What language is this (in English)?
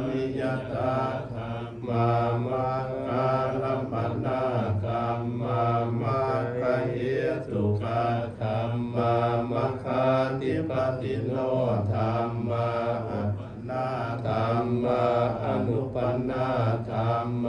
Pali